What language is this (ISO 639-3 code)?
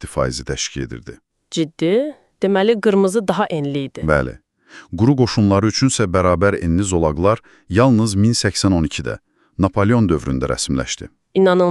aze